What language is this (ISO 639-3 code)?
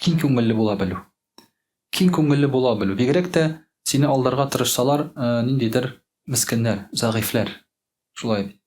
tat